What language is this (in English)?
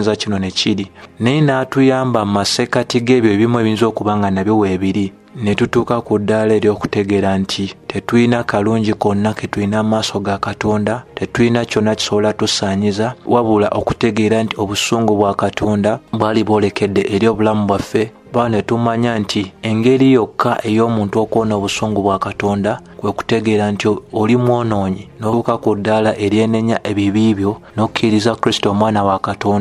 Ganda